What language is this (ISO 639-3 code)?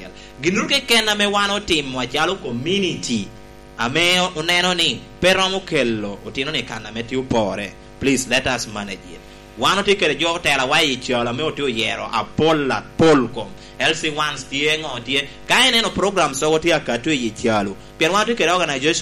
laj